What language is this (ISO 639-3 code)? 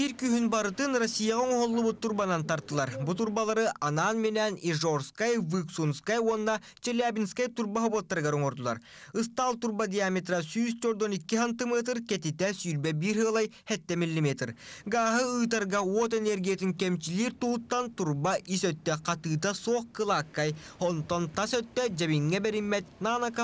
sah